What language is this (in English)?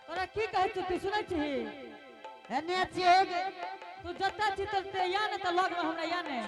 Angika